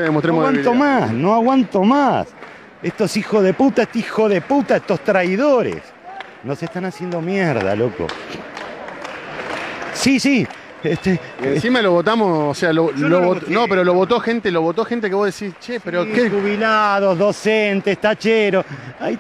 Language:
Spanish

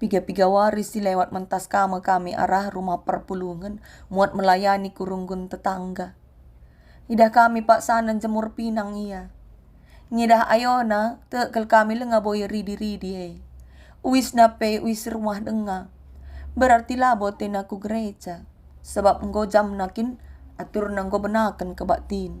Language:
Batak Karo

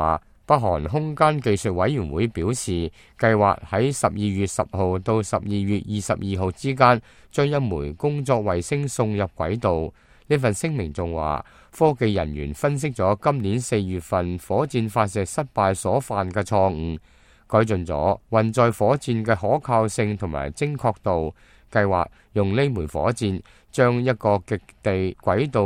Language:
Cantonese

